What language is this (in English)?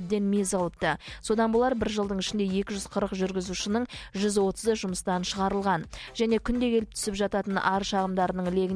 Kazakh